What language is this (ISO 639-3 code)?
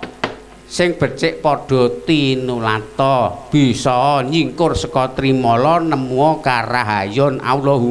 jav